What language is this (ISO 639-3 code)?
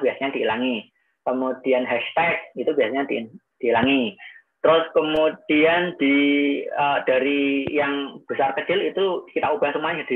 ind